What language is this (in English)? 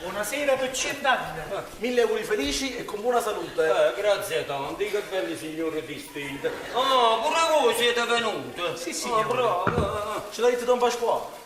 Neapolitan